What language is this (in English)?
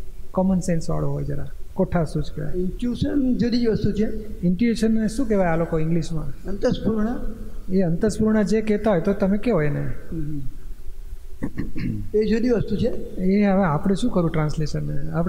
Gujarati